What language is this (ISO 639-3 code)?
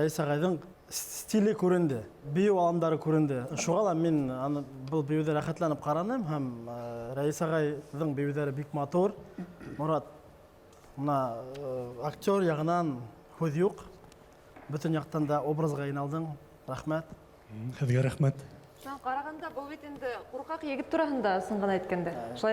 bak